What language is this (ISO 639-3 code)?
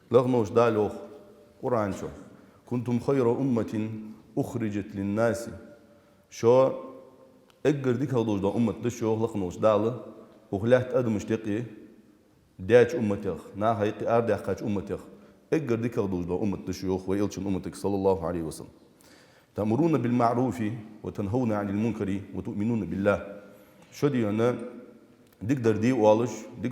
inh